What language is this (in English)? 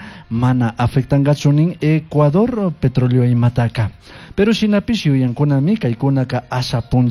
Chimborazo Highland Quichua